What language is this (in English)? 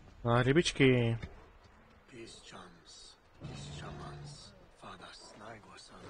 Czech